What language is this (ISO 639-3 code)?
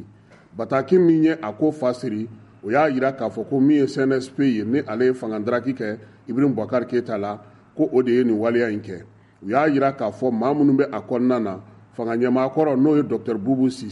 bam